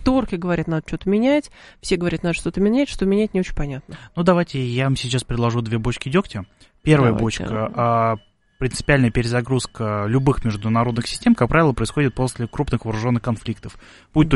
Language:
Russian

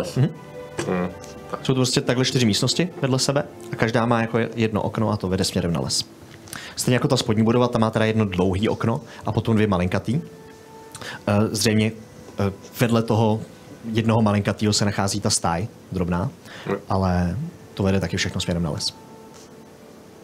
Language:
Czech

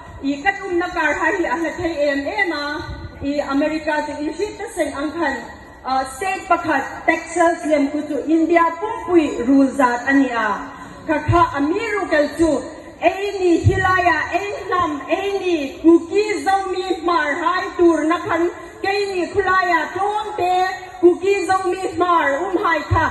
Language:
Hmar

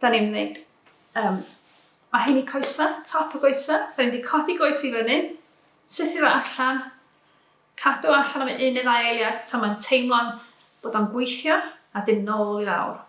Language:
Welsh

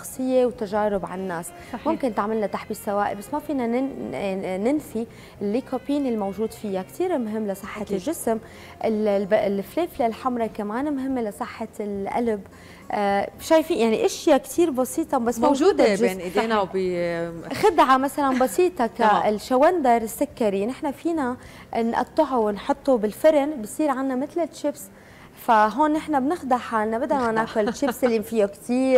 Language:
North Levantine Arabic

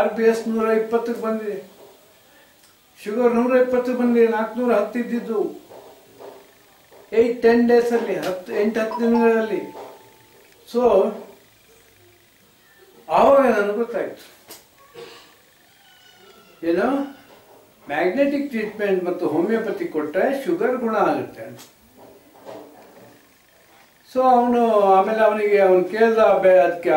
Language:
Kannada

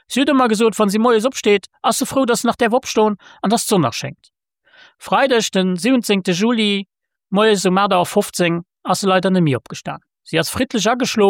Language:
Luxembourgish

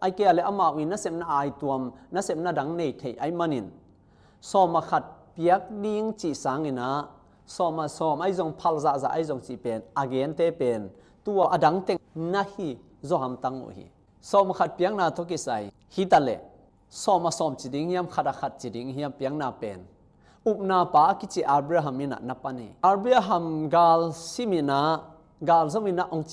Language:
Tedim Chin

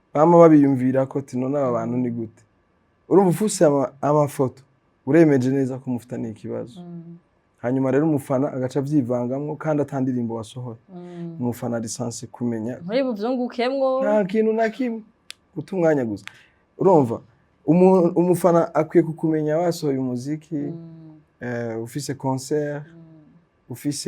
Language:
Rundi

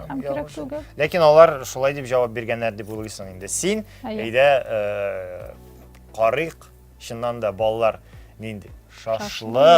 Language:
Tatar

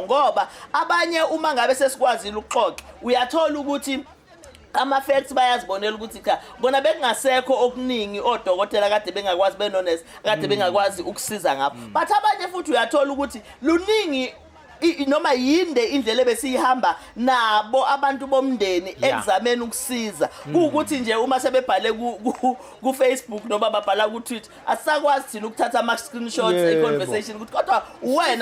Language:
Zulu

